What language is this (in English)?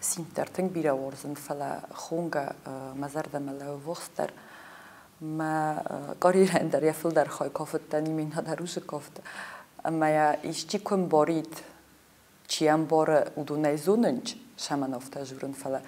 Ossetic